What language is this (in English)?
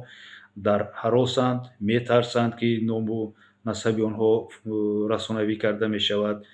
Tajik